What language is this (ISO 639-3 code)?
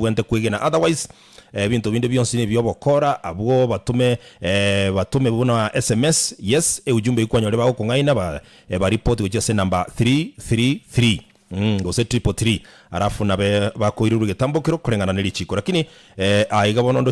guz